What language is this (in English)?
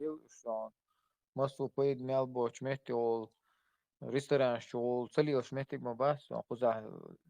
Chechen